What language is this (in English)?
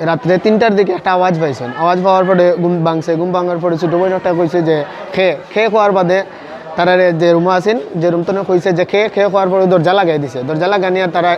Sylheti